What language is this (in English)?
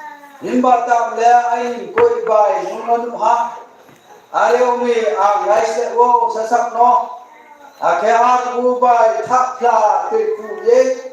Riang (India)